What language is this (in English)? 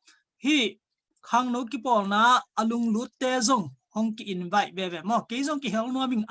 Tedim Chin